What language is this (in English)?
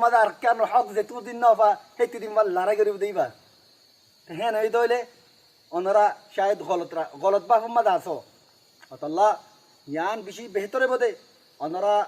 Rohingya